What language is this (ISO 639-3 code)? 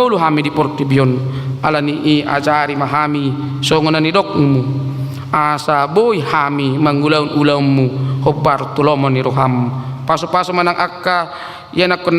bbc